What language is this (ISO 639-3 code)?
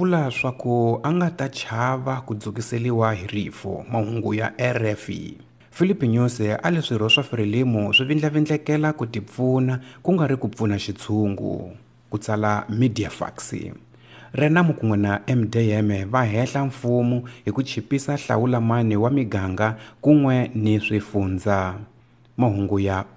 tso